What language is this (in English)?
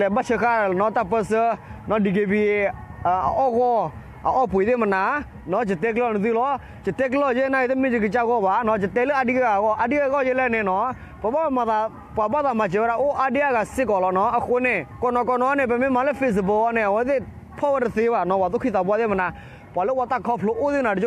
S'gaw Karen